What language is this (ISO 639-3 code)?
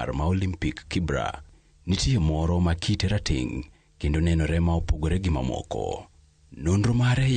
luo